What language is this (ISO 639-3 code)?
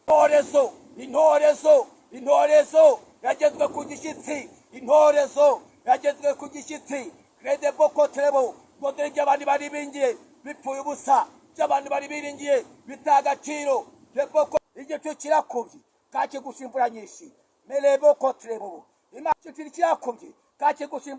kin